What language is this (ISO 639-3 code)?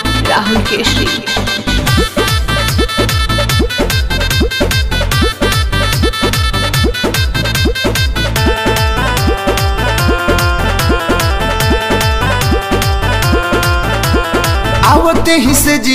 bho